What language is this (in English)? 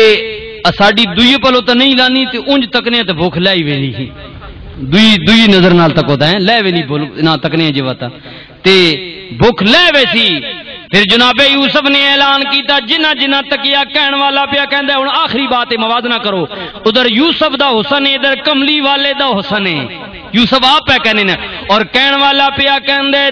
Western Panjabi